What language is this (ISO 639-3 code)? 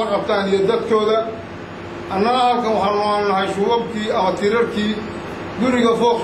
som